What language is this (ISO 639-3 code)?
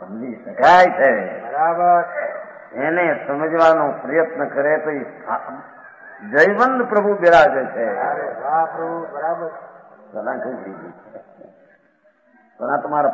guj